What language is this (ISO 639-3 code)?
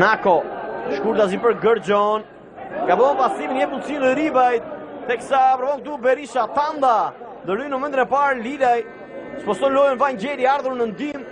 sqi